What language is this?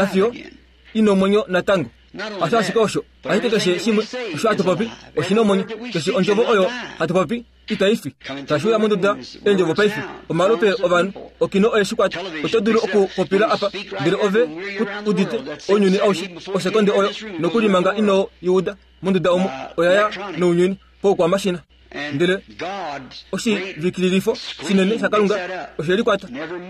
Kuanyama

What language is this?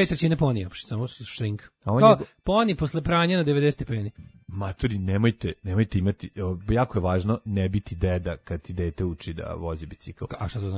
Serbian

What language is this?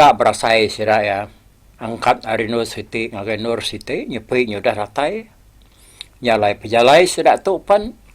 Iban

